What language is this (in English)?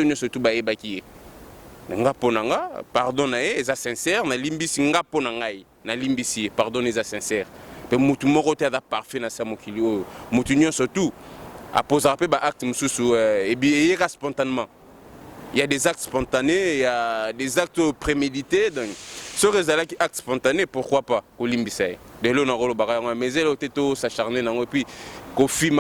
Lingala